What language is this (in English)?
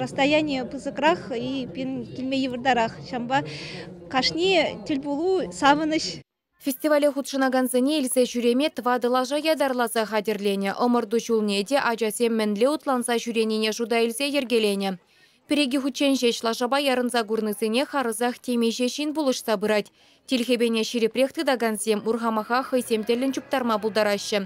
Chuvash